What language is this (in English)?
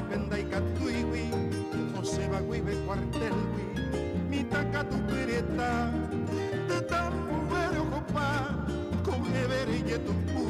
Guarani